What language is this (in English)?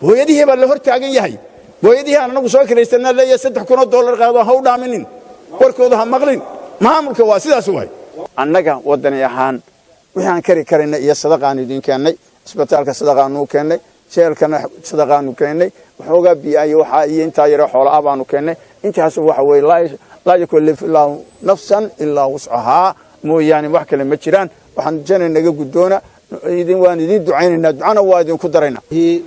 Somali